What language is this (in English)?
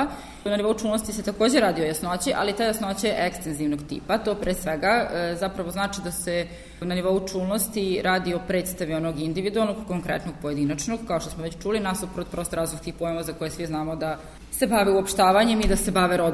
Serbian